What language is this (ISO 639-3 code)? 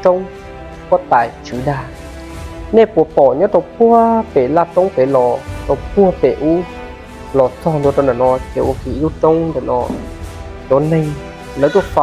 hmn